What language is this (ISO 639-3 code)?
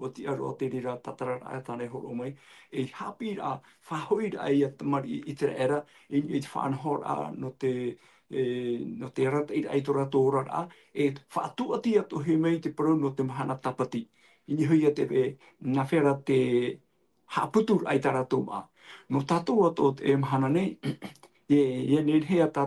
tah